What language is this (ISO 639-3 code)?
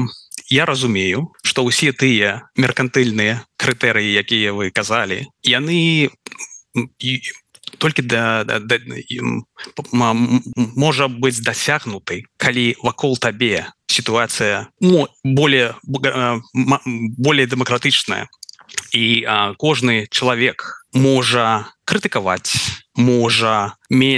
bel